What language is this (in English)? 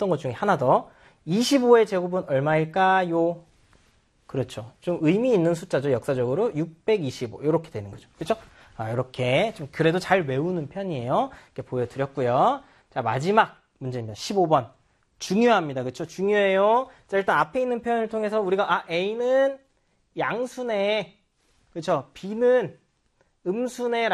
Korean